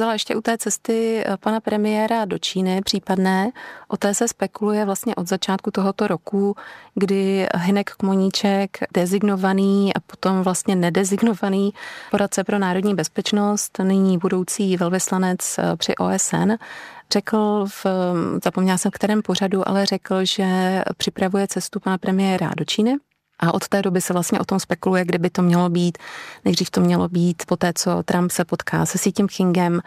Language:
Czech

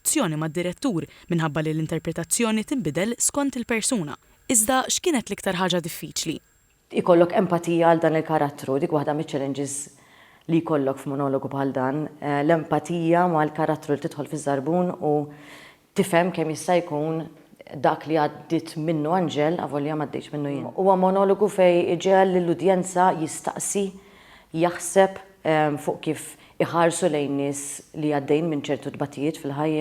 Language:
Maltese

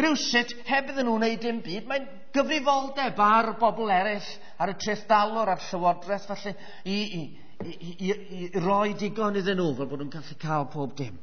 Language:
Welsh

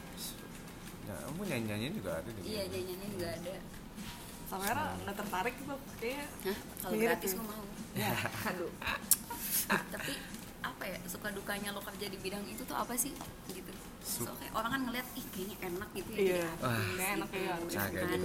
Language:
Indonesian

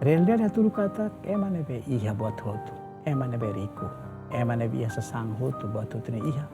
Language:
Tetum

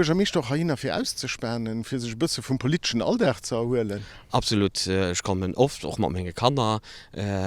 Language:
Luxembourgish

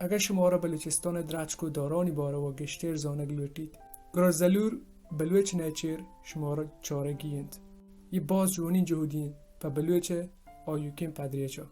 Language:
Baluchi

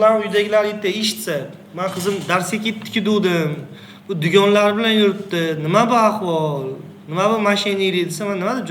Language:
Uzbek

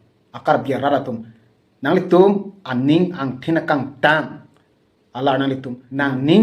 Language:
Karbi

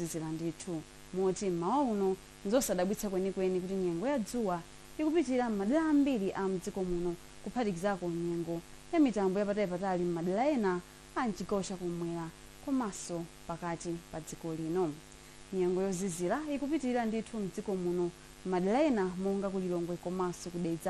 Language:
Nyanja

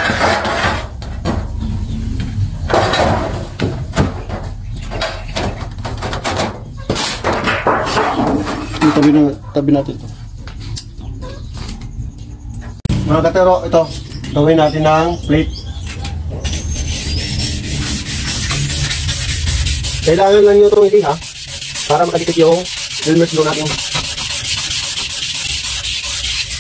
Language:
Filipino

